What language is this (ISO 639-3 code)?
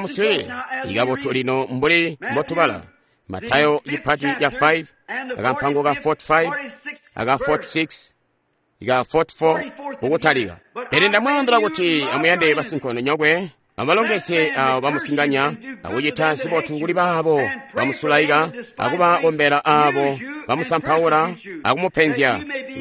toi